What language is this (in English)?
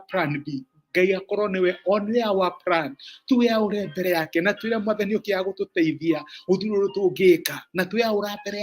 Kikuyu